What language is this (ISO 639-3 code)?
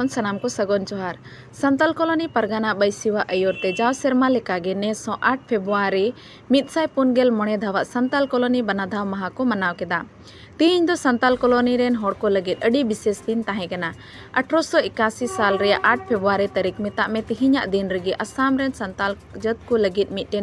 sat